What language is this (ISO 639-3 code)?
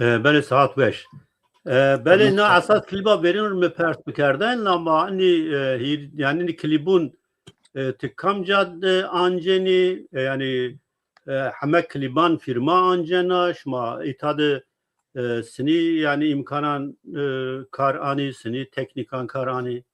zza